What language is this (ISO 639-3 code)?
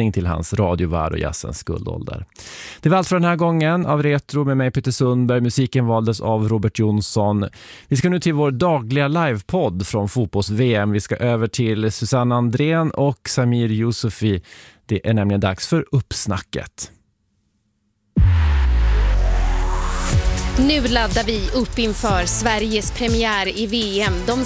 swe